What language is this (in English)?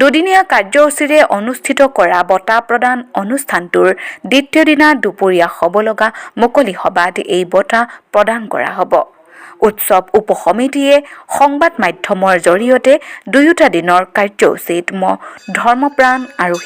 Assamese